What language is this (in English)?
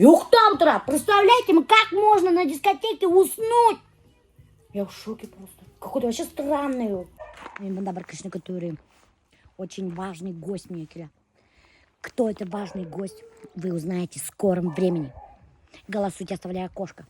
Bashkir